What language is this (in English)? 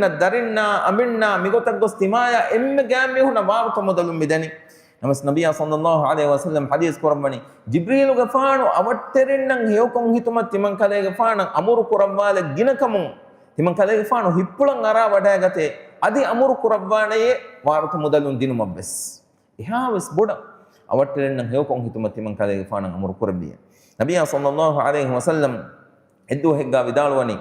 Divehi